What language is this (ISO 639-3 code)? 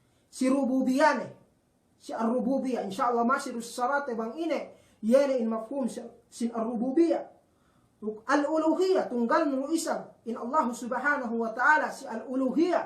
yka